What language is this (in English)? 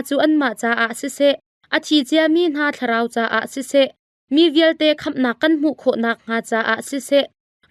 Hakha Chin